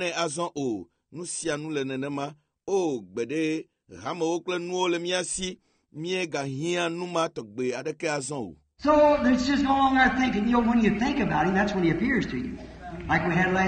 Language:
Ewe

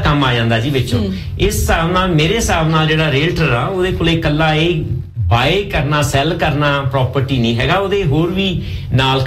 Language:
Punjabi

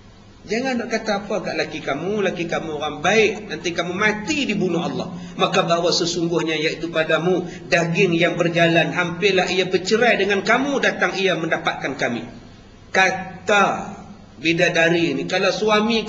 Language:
Malay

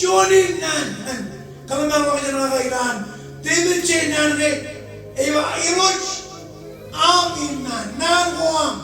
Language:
Marshallese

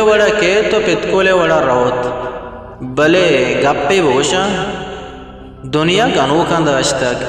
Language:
Eastern Balochi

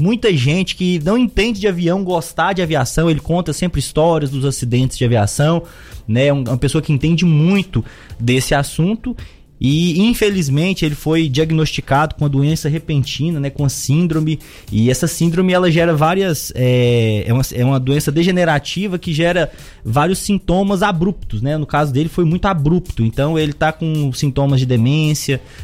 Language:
Portuguese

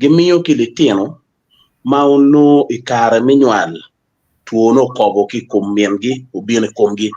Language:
Acoli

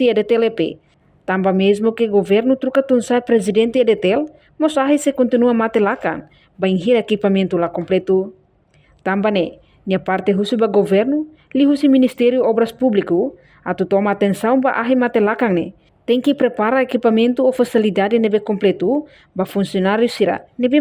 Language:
Tetum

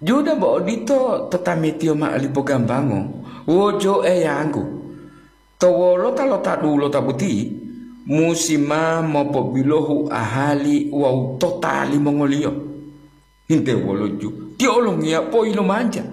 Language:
Gorontalo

